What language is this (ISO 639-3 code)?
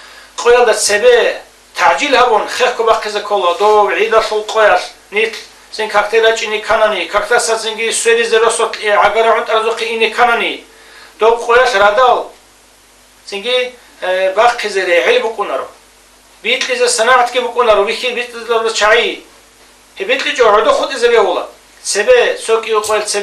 ava